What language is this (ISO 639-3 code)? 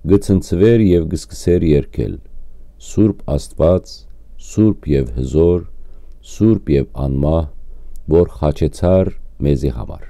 hyw